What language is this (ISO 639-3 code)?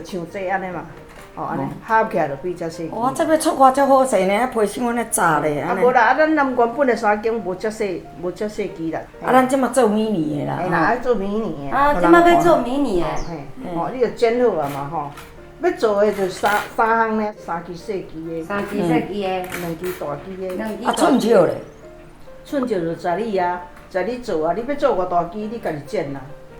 nan